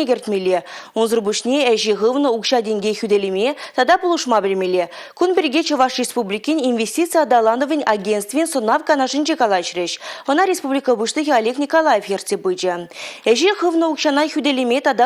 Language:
Chuvash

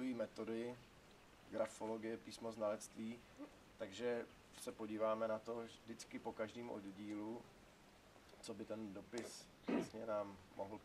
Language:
Czech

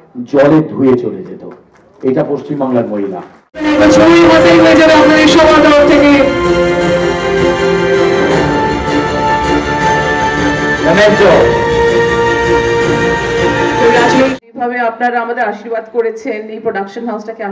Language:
Bangla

